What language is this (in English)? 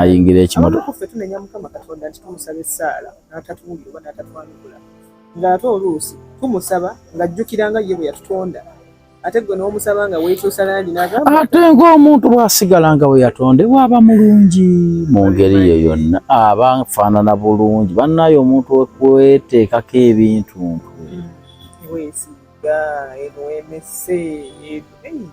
Ganda